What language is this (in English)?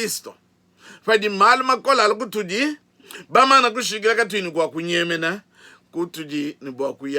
Luba-Lulua